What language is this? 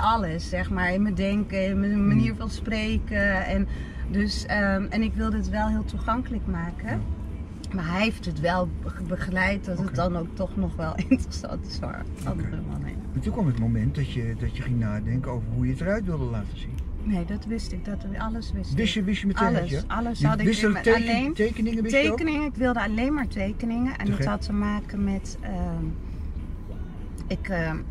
Dutch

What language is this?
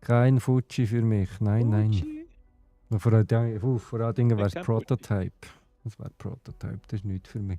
Swiss German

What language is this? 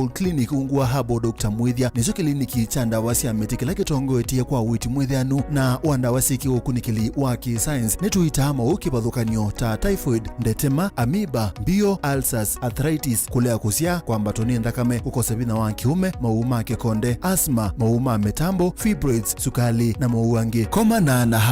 Kamba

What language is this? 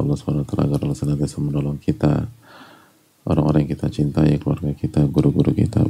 Indonesian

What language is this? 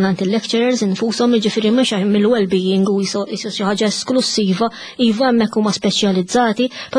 Maltese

